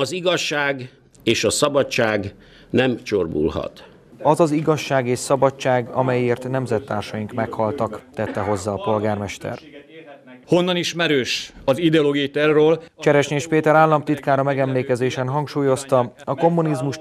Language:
Hungarian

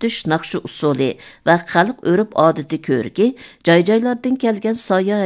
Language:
Uyghur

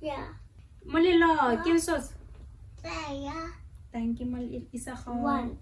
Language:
Tswana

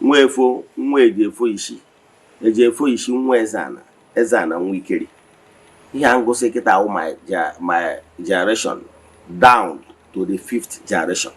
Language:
Igbo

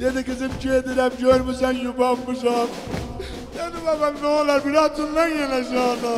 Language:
South Azerbaijani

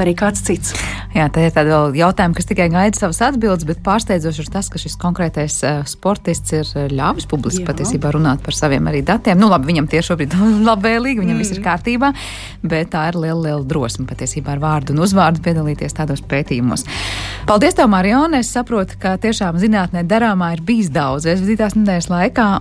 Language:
Latvian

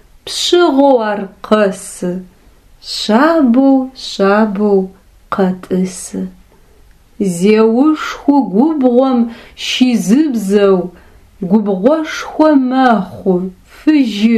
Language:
Adyghe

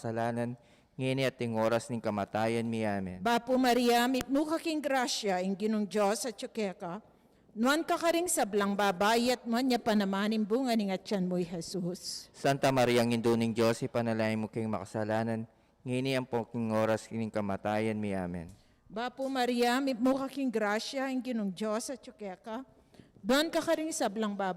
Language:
Pampanga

